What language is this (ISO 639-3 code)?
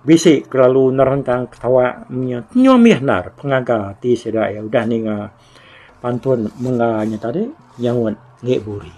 iba